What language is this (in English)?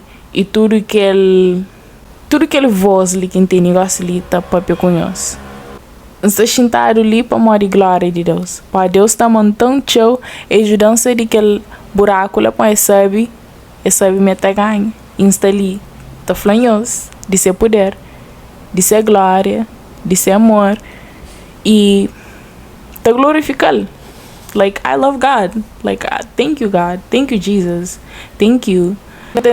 Kabuverdianu